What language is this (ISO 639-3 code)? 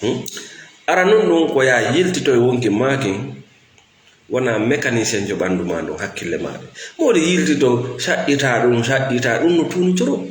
ful